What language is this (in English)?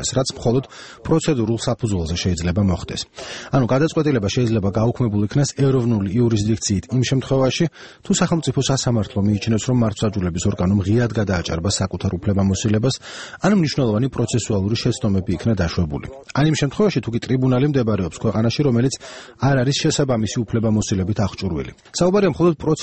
Georgian